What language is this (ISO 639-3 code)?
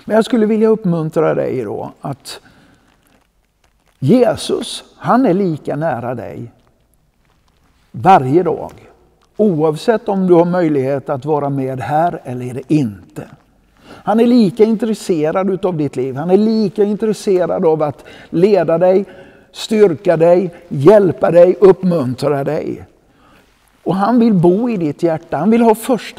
swe